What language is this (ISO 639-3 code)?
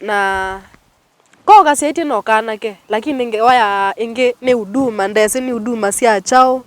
kam